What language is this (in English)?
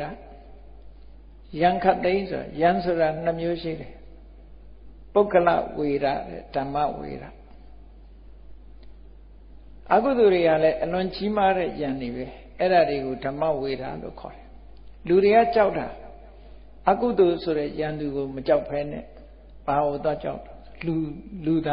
Burmese